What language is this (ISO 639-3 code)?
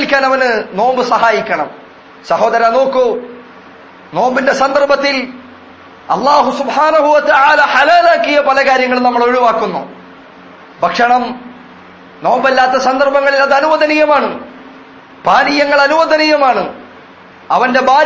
mal